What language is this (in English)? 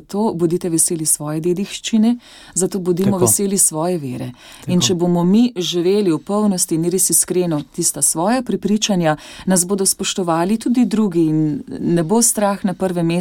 Slovenian